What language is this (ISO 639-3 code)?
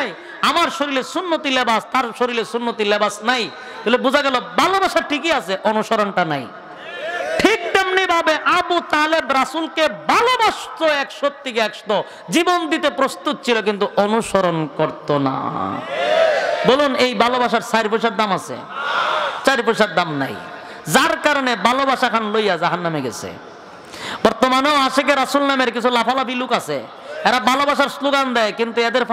ben